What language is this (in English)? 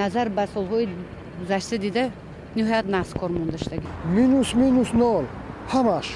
Tajik